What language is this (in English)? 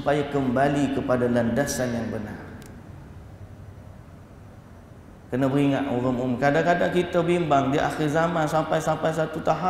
Malay